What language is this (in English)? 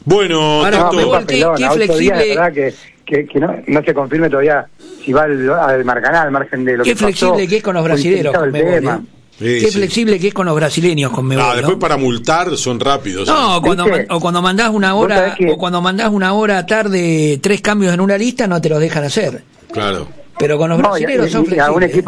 Spanish